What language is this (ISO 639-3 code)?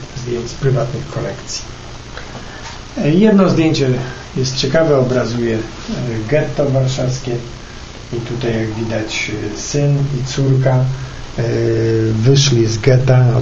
pol